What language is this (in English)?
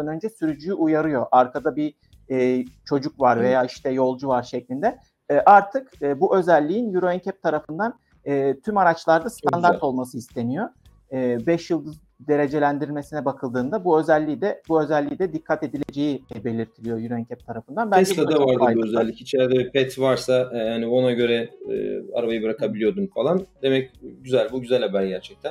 Turkish